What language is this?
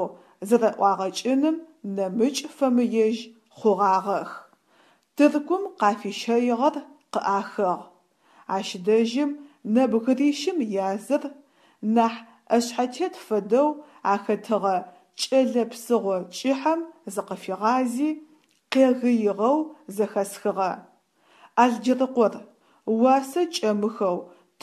Adyghe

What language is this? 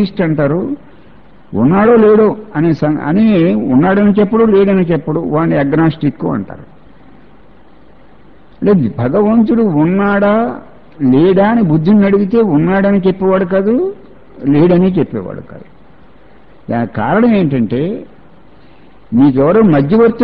Telugu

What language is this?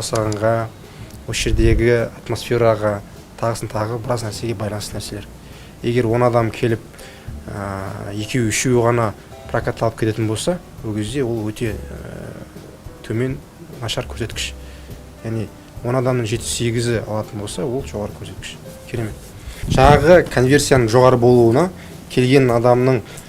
Kazakh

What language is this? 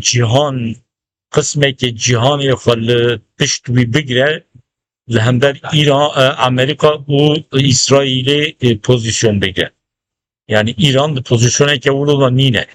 Kurdish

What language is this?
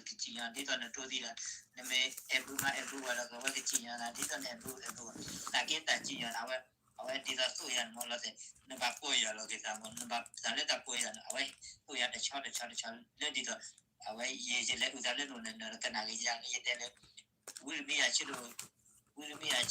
S'gaw Karen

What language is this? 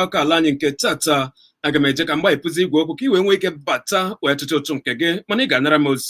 Igbo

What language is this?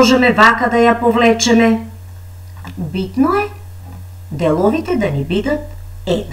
Macedonian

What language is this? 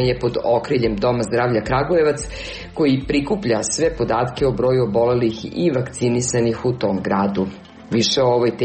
Serbian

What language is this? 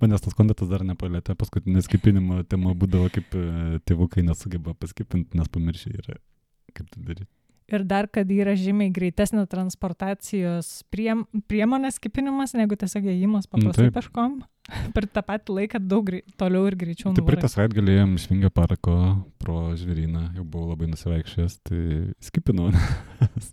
Lithuanian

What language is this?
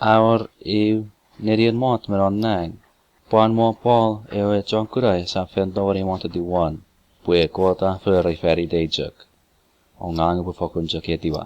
Chuukese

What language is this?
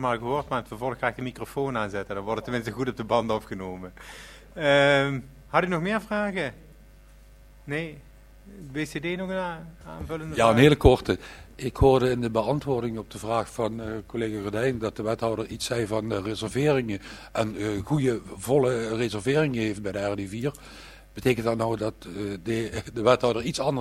Dutch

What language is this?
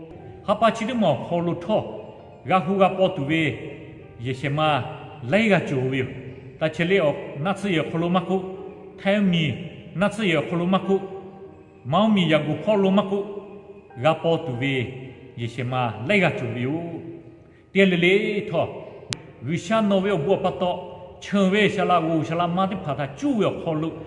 Lahu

